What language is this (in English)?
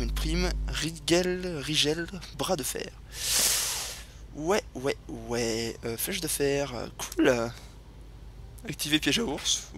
French